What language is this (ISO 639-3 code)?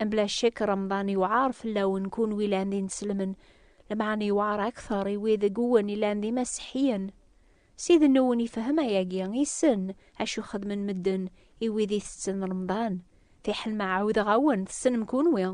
kab